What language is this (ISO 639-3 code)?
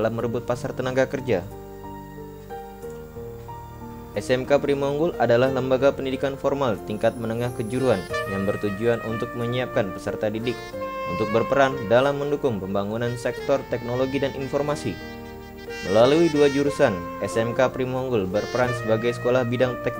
ind